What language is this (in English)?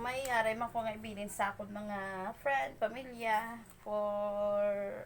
Hiligaynon